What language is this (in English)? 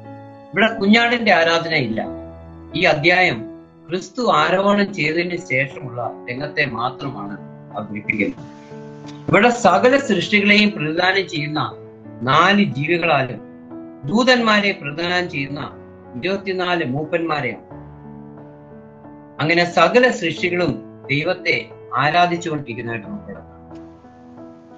Malayalam